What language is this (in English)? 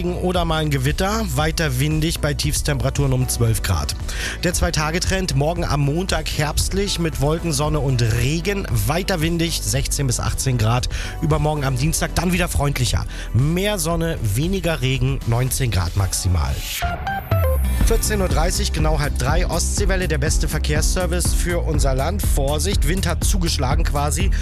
German